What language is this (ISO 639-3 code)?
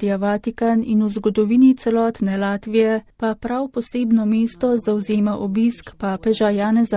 slv